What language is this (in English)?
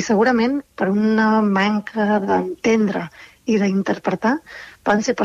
Catalan